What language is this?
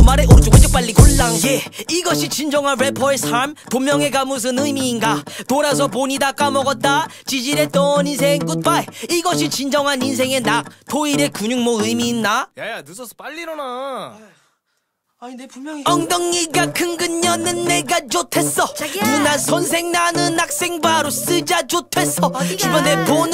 Korean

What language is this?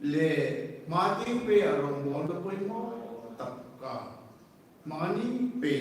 Hmar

